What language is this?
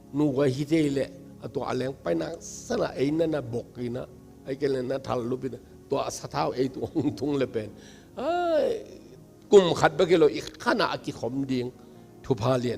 Tedim Chin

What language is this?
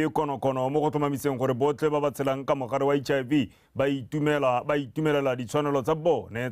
Tswana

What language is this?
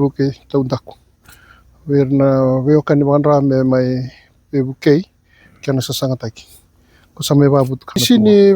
Fijian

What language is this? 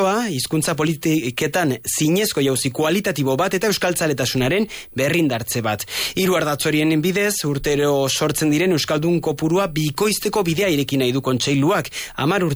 Basque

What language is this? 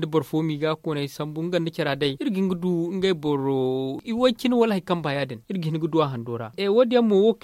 Zarma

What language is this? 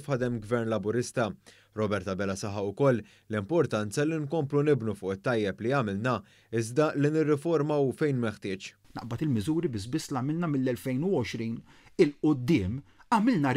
Maltese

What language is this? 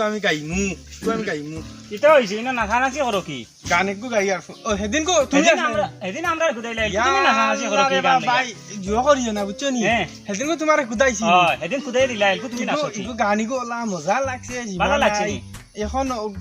Sylheti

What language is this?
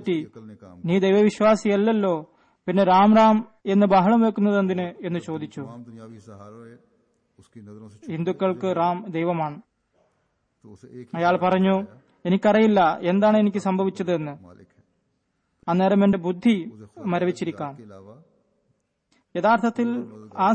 Malayalam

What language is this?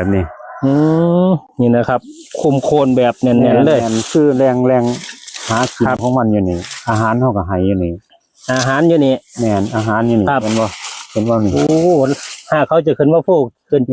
Northeastern Thai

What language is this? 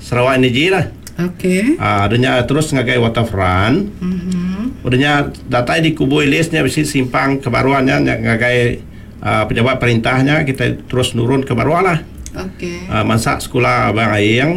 Iban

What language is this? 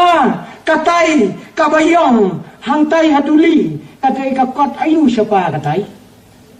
Khasi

